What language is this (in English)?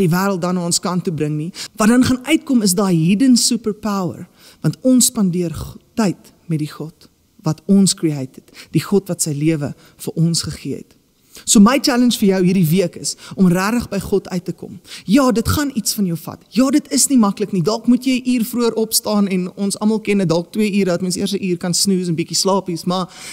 Afrikaans